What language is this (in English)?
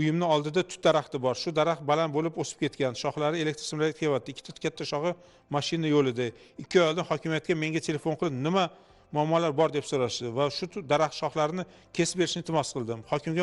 Uzbek